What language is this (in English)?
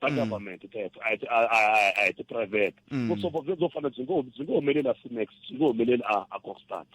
Tsonga